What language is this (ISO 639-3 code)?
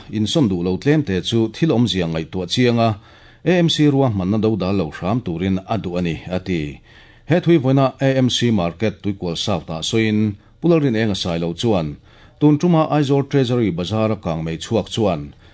lus